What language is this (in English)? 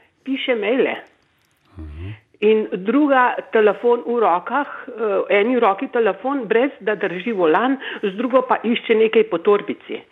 Slovenian